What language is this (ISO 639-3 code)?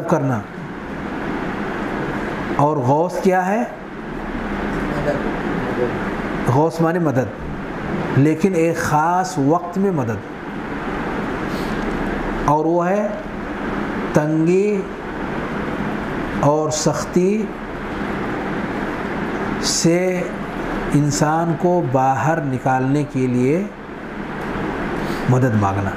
urd